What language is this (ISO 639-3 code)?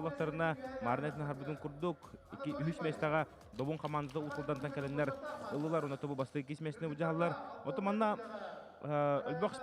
sah